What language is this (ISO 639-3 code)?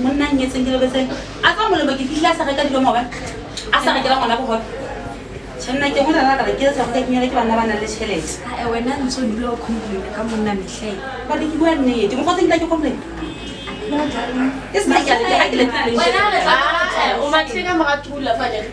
sot